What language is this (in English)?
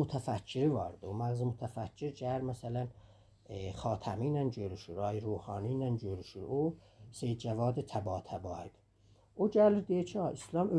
South Azerbaijani